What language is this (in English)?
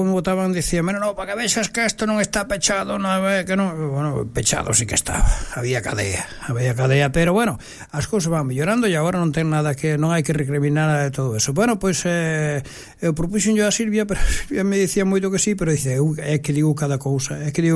Galician